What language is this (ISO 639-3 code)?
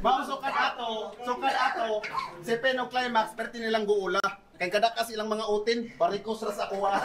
ceb